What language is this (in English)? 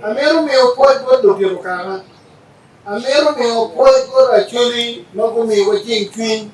Acoli